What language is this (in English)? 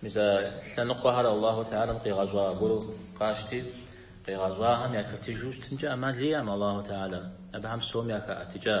Kabardian